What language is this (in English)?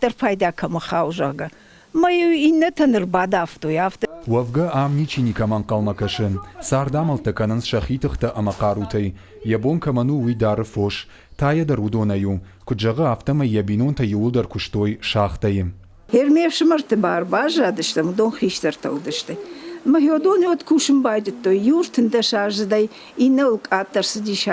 Ossetic